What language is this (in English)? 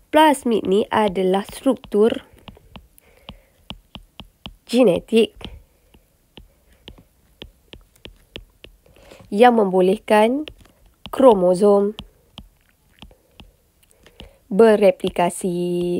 Malay